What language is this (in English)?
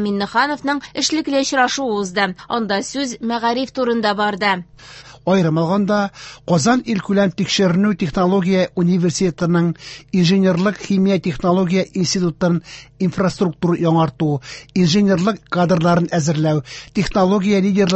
Tatar